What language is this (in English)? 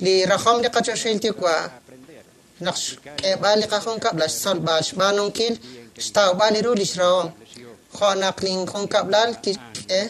Kekchí